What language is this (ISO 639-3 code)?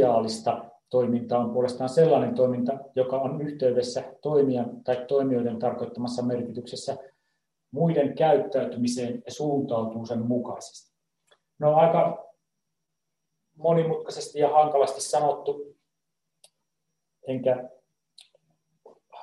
fin